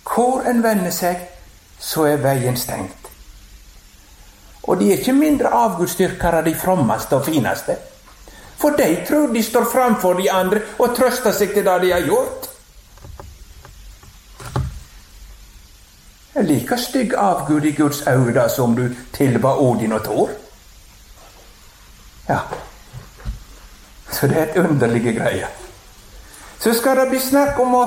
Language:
Norwegian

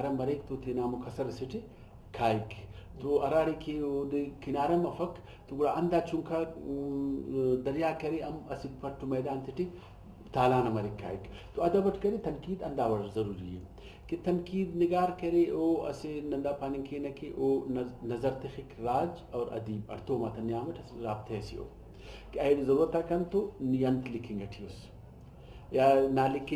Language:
Brahui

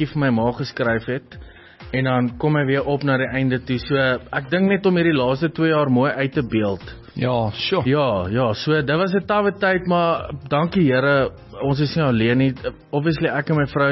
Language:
Afrikaans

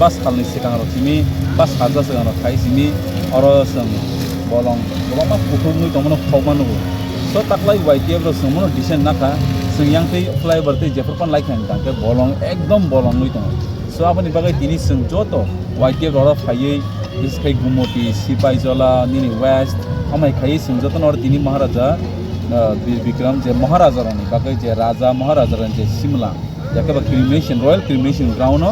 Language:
Kok Borok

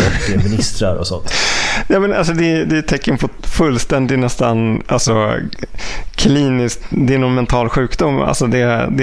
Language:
Swedish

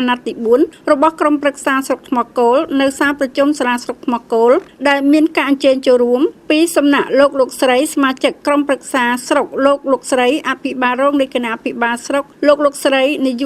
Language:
Khmer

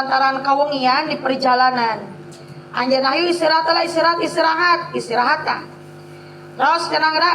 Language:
Sundanese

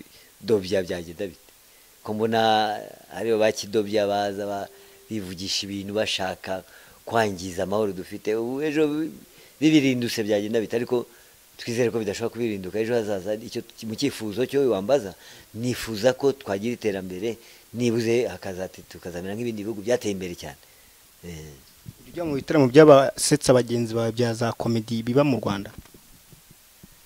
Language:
Kinyarwanda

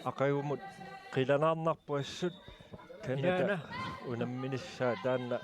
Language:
Kalaallisut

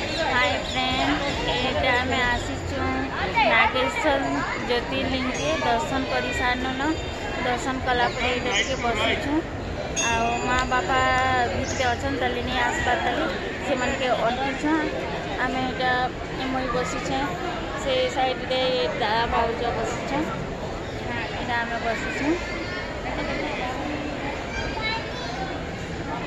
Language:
Sambalpuri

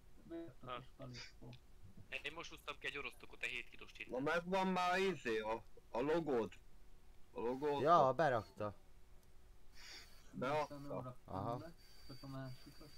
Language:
Hungarian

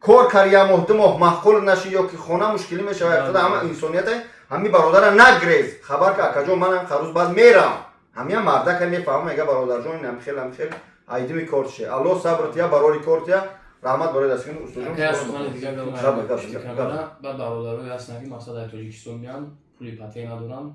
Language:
Tajik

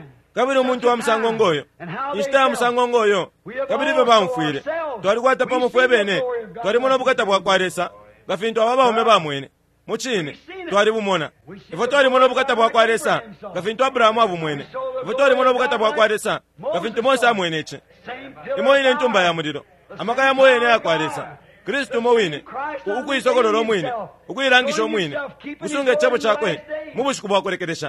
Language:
Bemba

